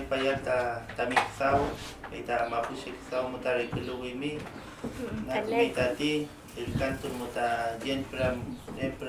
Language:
Mapuche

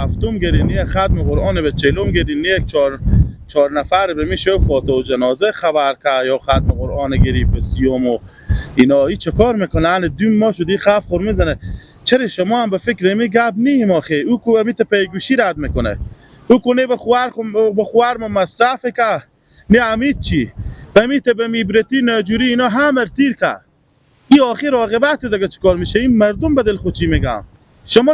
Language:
Persian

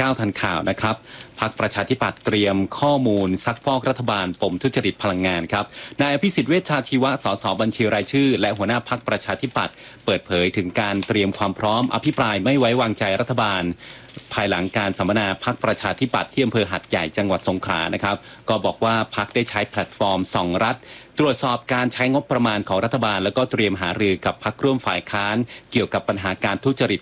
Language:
Thai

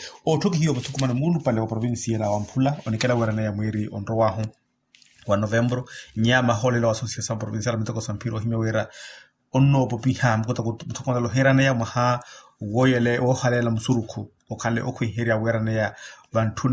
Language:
Makhuwa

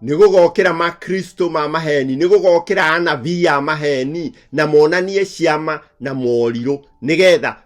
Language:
Kikuyu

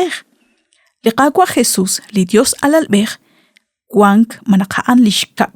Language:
Kekchí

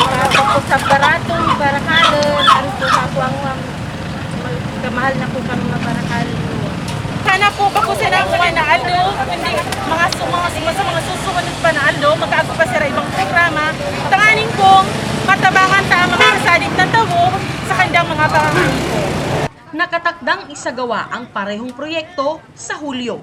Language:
Bikol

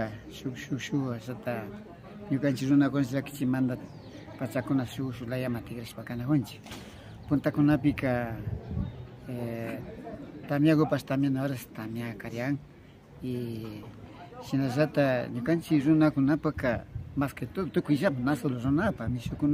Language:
Imbabura Highland Quichua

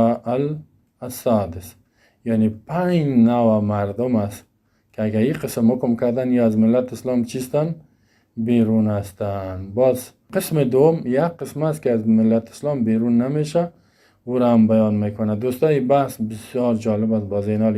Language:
Persian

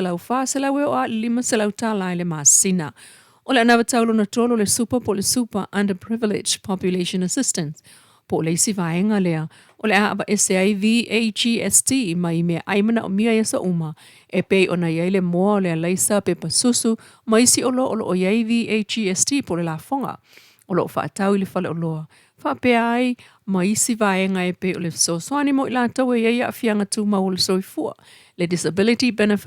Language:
Samoan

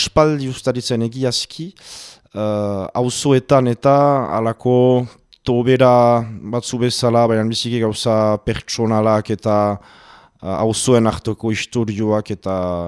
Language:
Basque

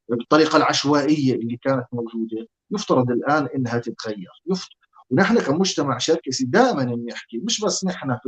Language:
North Levantine Arabic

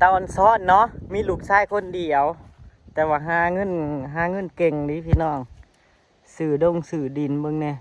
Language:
Northeastern Thai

